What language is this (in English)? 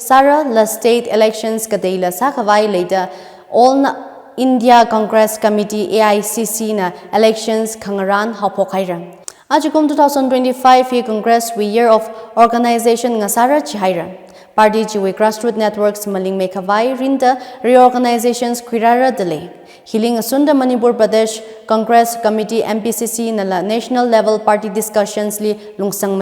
Tangkhul Naga (India)